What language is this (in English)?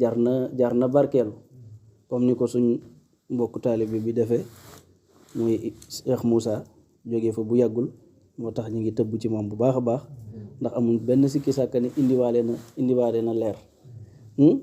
Wolof